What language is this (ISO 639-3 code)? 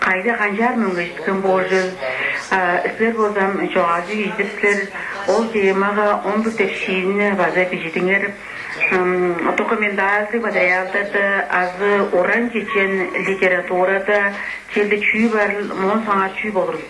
tyv